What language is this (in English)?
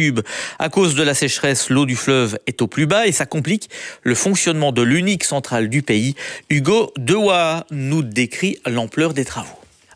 French